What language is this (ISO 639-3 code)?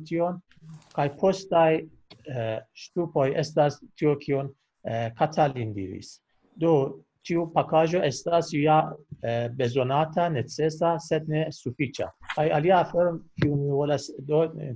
epo